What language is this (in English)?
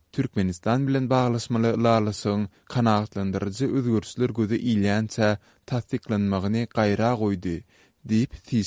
Turkmen